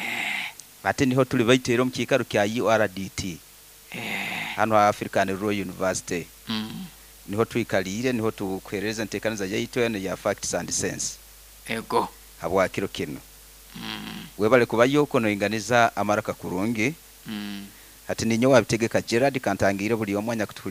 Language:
Nyoro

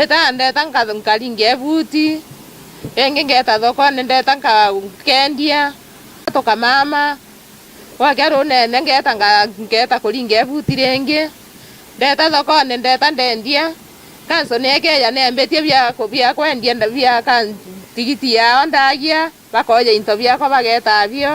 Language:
Meru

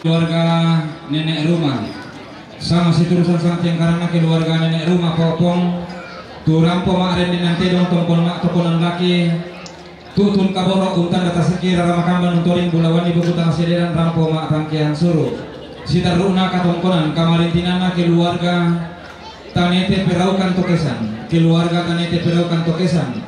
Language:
Toraja-Sa'dan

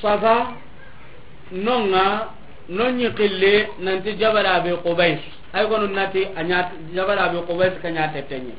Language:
Soninke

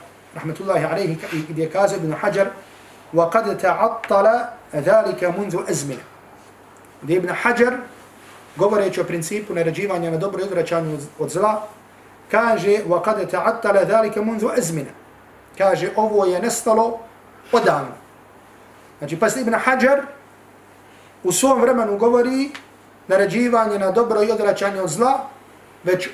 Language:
Bosnian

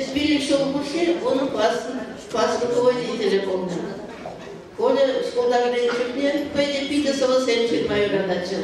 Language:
Chuvash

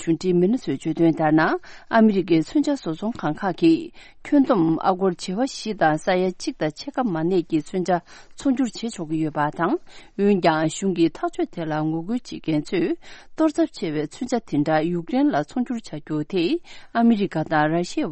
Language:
Tibetan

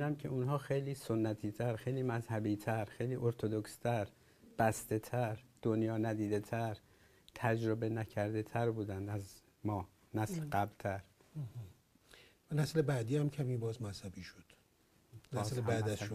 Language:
Persian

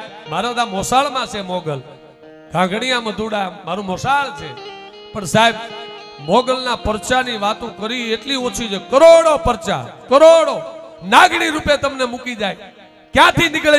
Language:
Gujarati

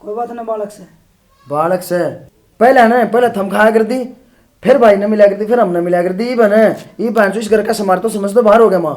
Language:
Haryanvi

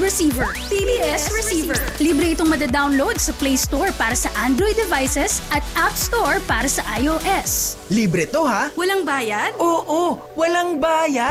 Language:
Filipino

